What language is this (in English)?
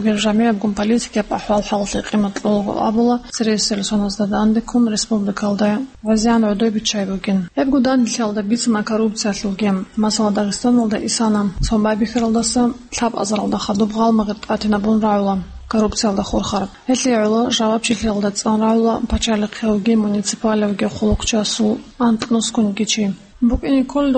Avaric